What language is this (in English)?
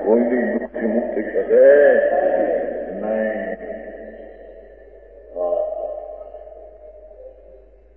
Gujarati